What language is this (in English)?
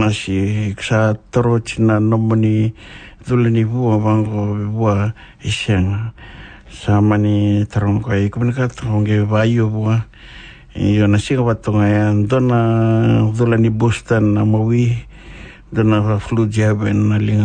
Fijian